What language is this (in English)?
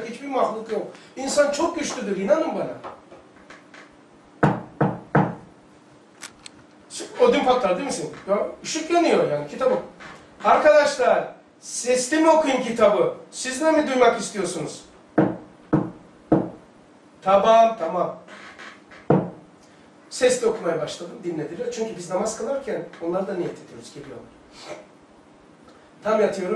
Turkish